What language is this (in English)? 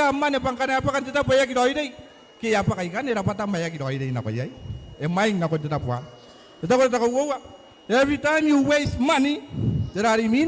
Gilbertese